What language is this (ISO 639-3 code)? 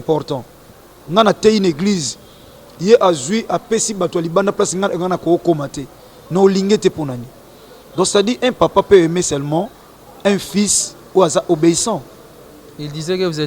lin